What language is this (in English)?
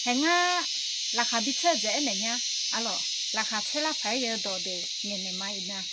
Akha